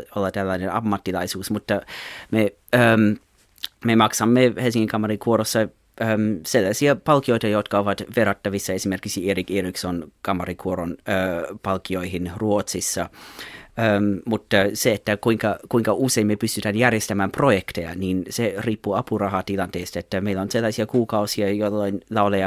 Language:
Finnish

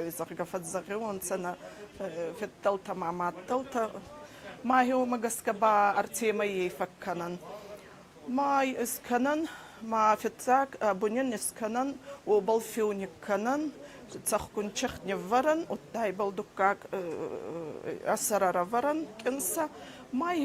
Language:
Ossetic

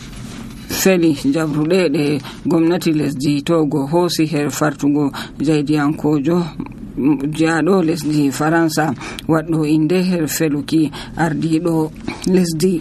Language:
Nigerian Fulfulde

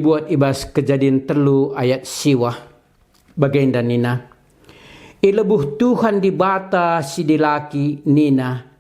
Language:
Batak Karo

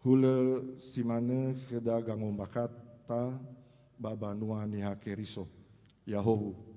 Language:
Nias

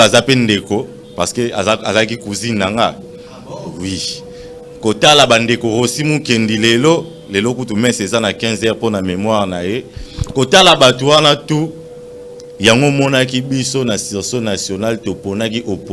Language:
Lingala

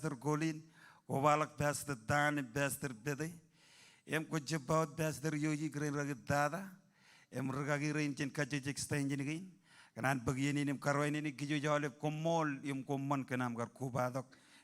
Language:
Marshallese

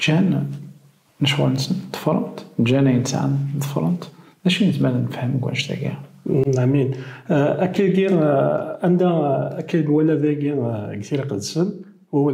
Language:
Kabyle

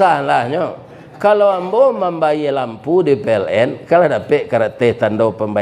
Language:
Minangkabau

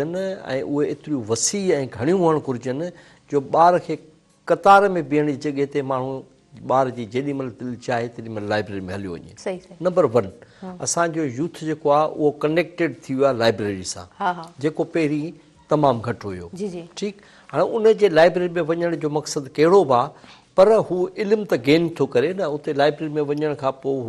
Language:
Sindhi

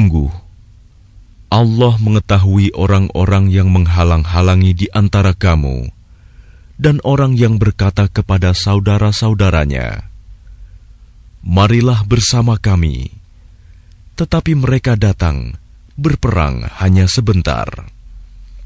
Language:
Indonesian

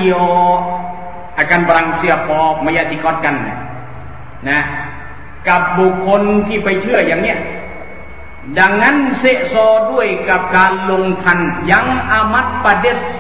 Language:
Thai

